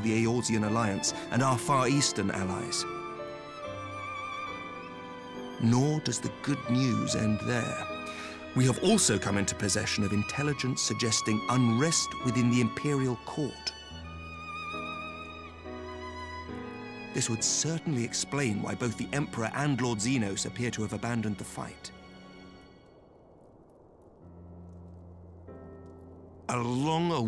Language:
English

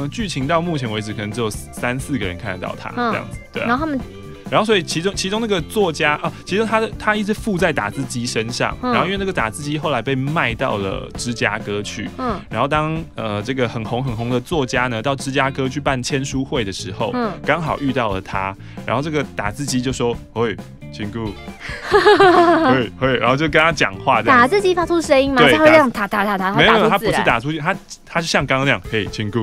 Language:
Chinese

